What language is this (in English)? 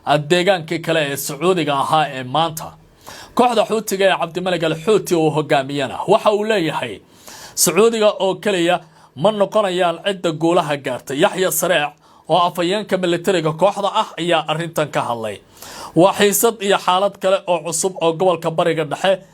Somali